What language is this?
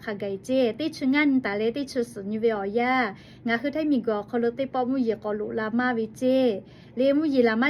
Lahu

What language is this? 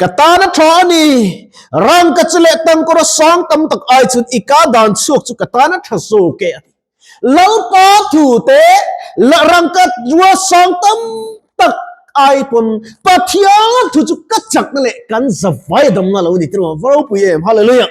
Mizo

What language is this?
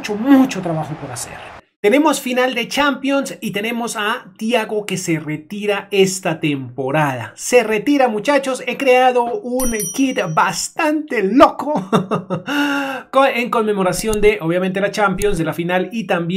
Spanish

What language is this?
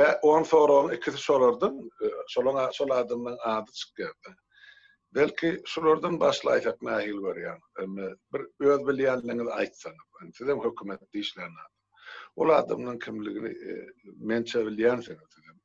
Turkmen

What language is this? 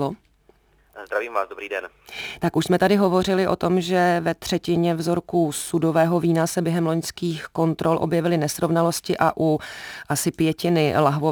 Czech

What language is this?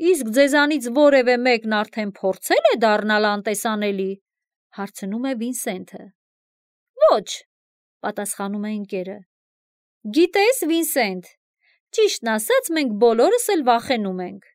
Armenian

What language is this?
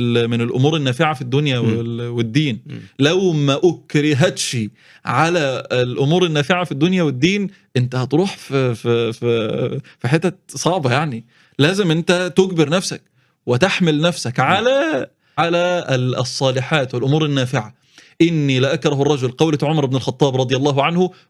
Egyptian Arabic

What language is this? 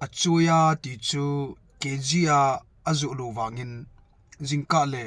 Thado Chin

